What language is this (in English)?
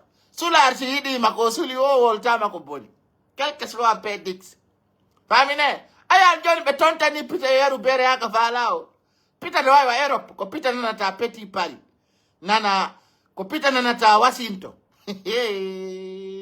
Pular